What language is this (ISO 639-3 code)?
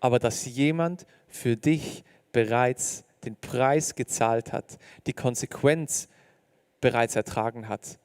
gsw